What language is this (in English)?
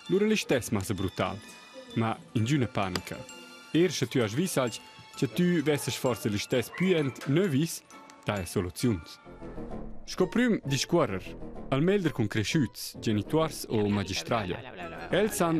Romansh